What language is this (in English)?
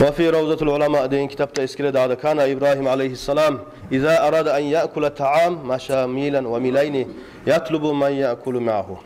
Kumyk